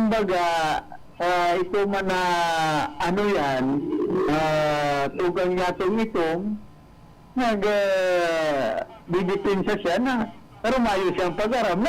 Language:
Bikol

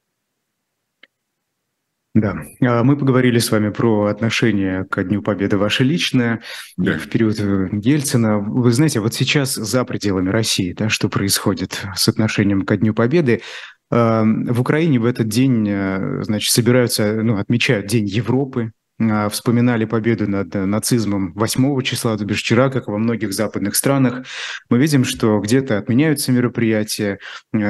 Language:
Russian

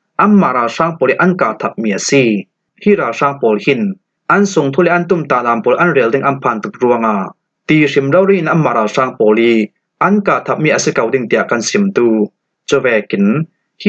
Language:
Falam Chin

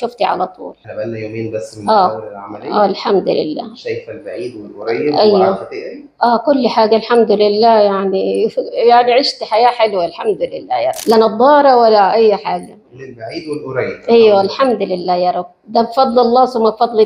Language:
Egyptian Arabic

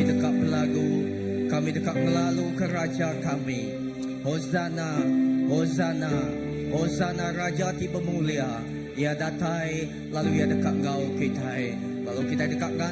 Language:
Iban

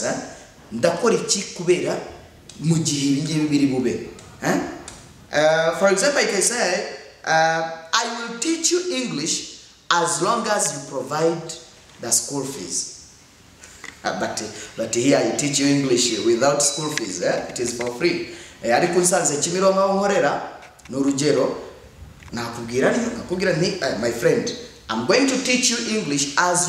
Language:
Kinyarwanda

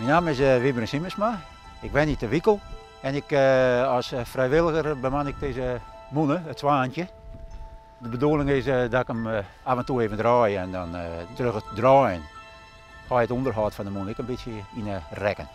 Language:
Western Frisian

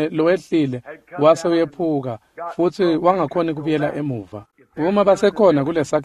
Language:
Swati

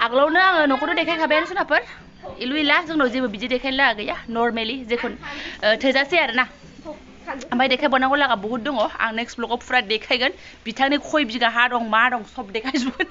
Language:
Bodo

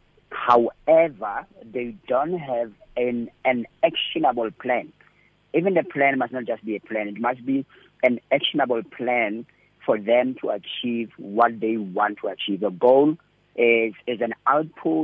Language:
English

